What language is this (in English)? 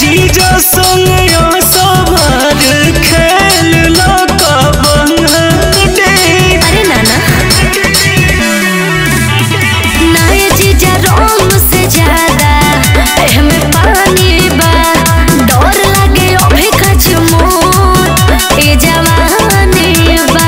Bhojpuri